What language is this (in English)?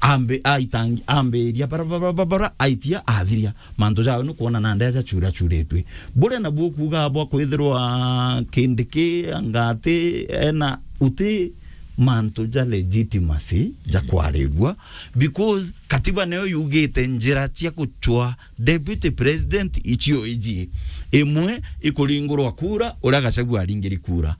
Meru